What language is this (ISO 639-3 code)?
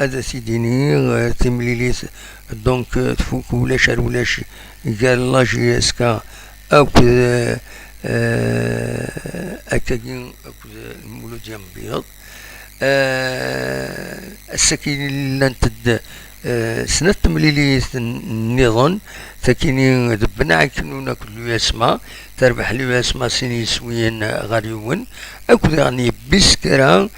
kab